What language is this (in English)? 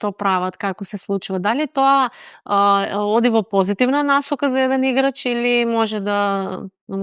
Macedonian